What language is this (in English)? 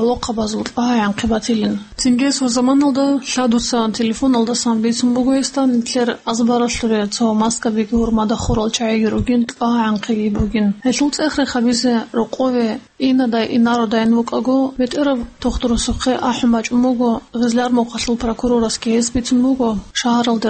Avaric